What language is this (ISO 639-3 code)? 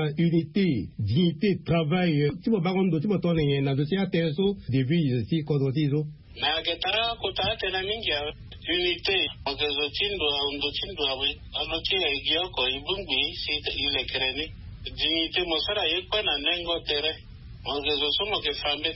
sag